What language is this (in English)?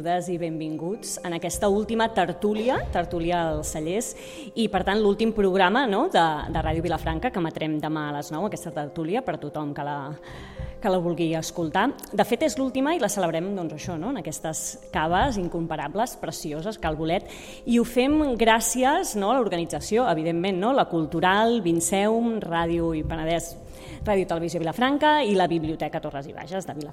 Catalan